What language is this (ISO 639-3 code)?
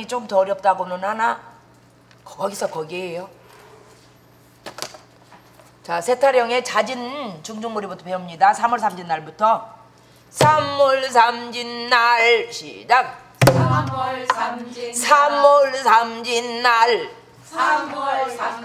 kor